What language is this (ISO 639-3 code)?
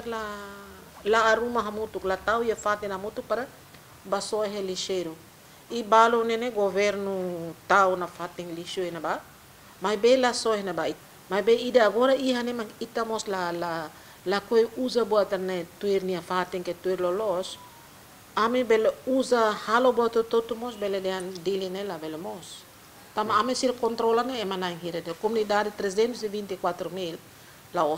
tet